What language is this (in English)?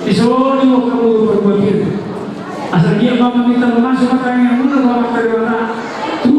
Batak Toba